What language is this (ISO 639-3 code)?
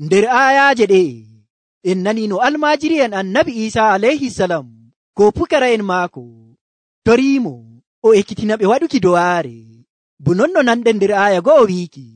fuv